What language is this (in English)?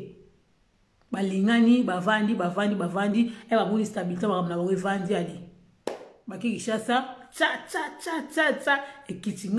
Lingala